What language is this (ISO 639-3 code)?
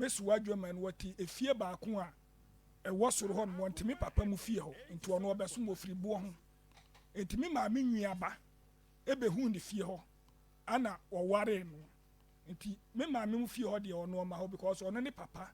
aka